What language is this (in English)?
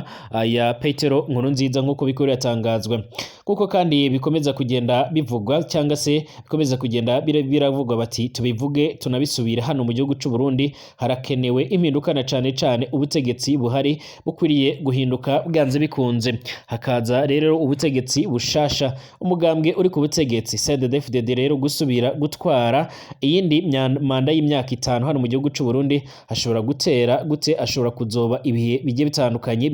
Rundi